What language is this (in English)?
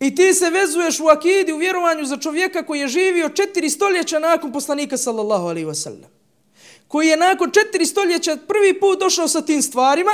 Bosnian